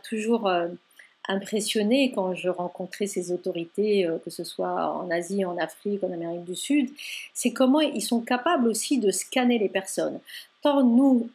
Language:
French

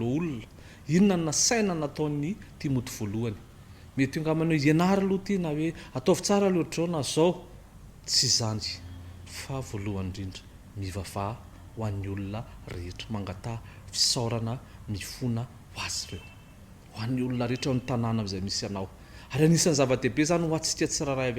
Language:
Malagasy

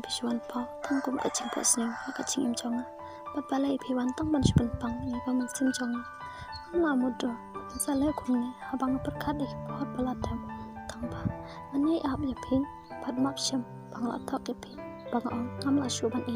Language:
Khasi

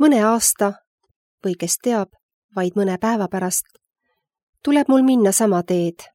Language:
Estonian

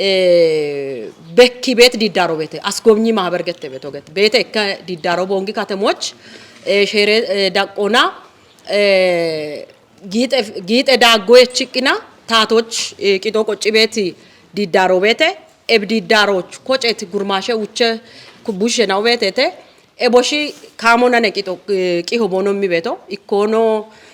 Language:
Kafa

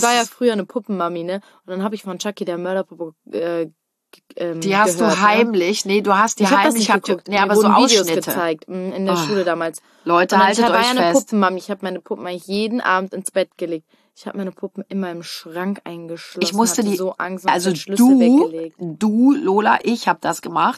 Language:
German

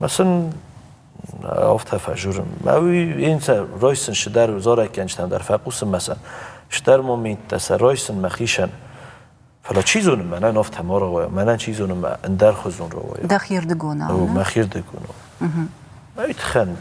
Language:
Ossetic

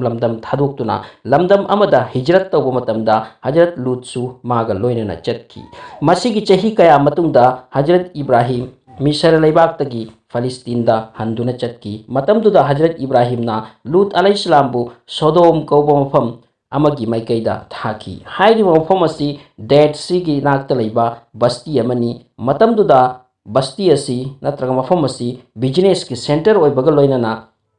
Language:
Manipuri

